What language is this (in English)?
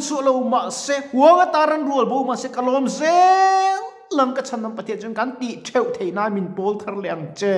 Mizo